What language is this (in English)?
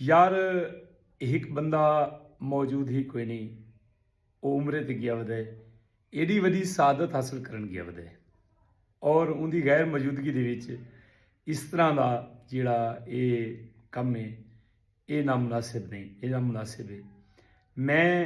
Saraiki